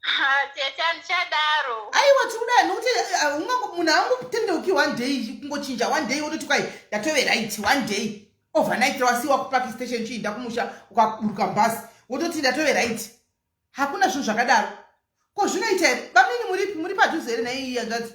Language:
Shona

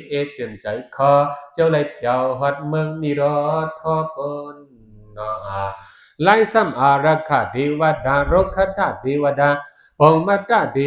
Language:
Shan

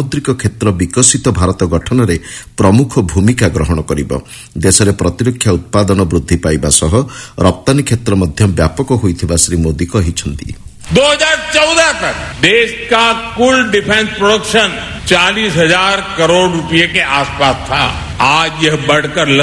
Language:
Odia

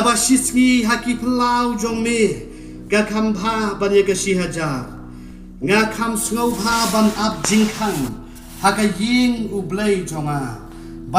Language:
Khasi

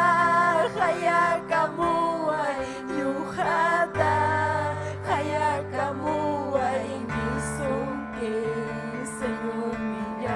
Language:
Ayacucho Quechua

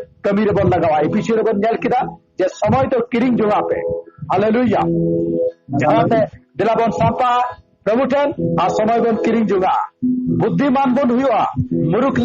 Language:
Santali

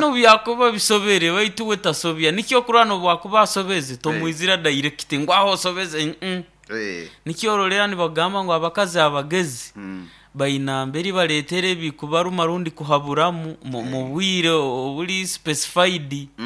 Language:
Nyoro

